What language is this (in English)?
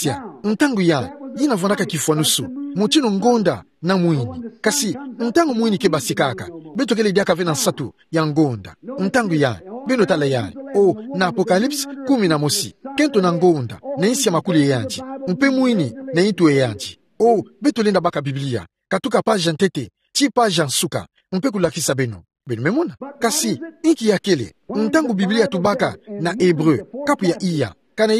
Kituba (Democratic Republic of Congo)